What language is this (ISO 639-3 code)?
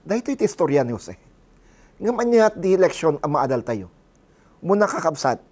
ilo